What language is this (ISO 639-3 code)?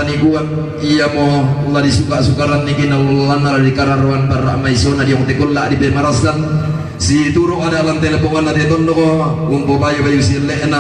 sda